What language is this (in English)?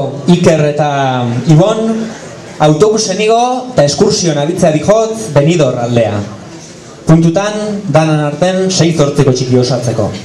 Basque